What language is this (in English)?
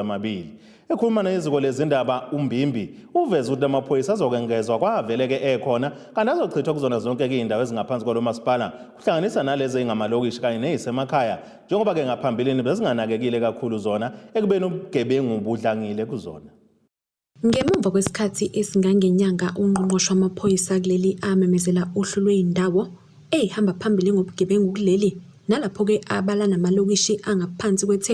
Zulu